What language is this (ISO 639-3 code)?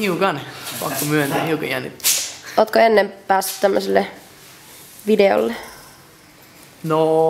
fin